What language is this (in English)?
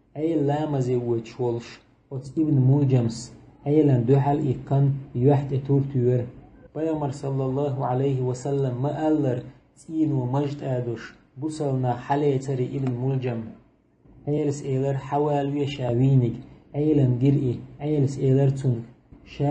Chechen